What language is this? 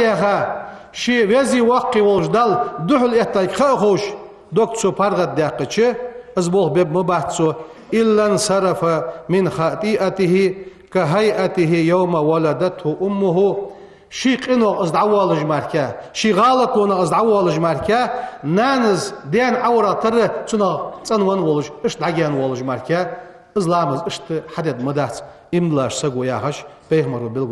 Ingush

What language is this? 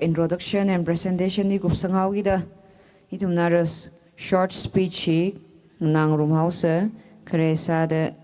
Tangkhul Naga (India)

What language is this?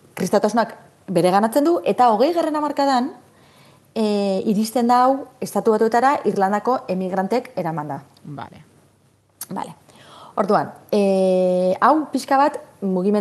Basque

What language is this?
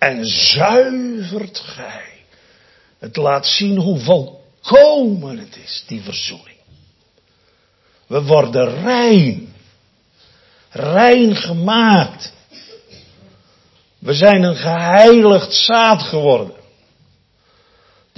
Dutch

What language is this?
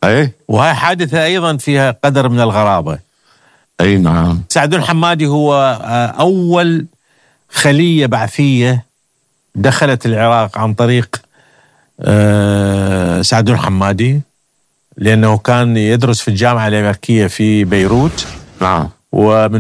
Arabic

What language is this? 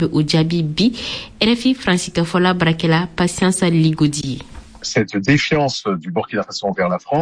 Bambara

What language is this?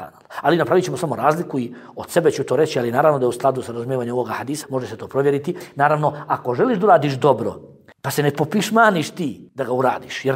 Bosnian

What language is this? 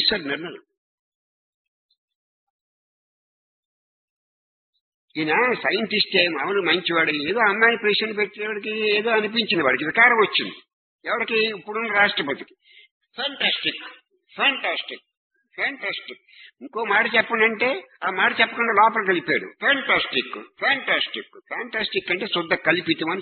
Telugu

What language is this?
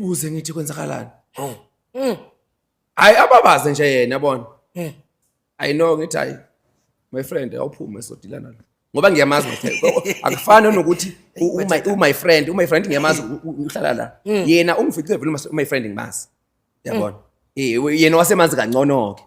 Zulu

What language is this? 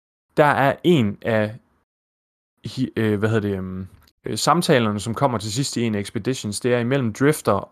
Danish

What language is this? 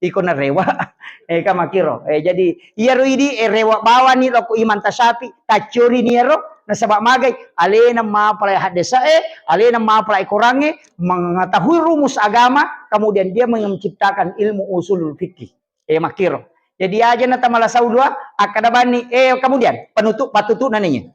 Buginese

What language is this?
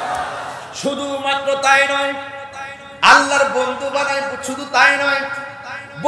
Bangla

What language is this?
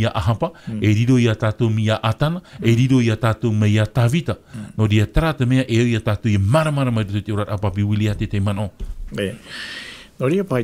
Tahitian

